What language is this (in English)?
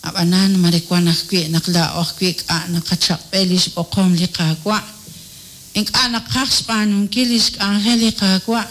Kekchí